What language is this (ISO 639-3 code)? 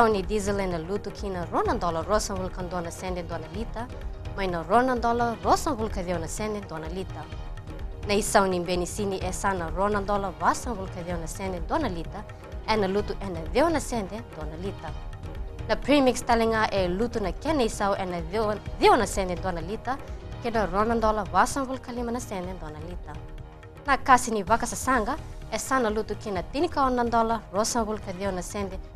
fij